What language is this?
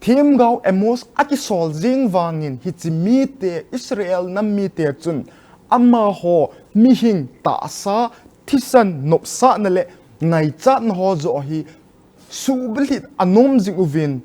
Thado Chin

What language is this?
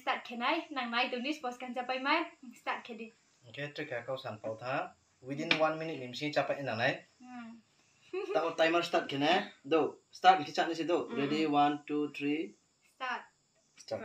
Riang (India)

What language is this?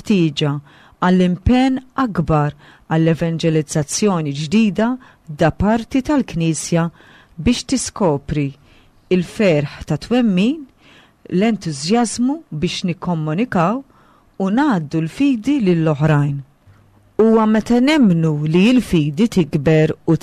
Maltese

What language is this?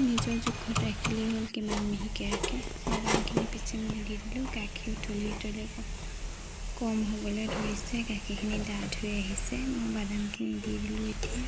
Assamese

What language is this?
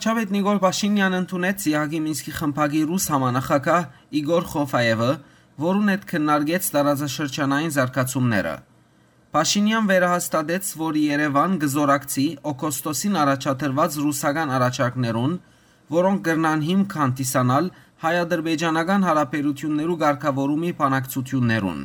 Western Armenian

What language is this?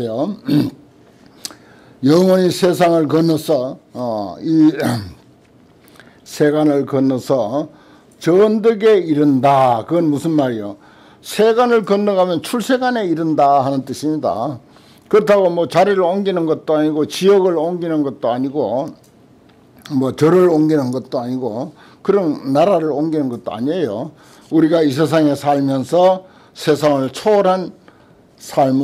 Korean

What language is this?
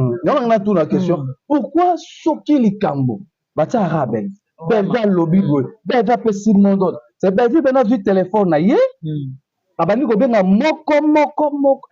Lingala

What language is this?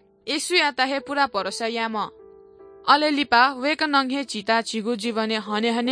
Newari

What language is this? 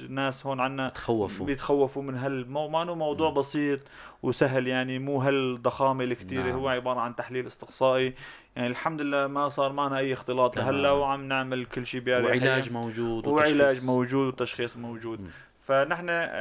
North Levantine Arabic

